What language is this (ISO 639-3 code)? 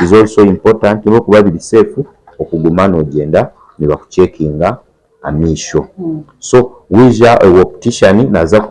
nyn